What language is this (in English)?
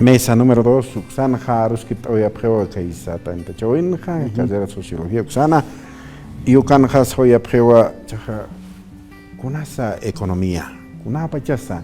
Aymara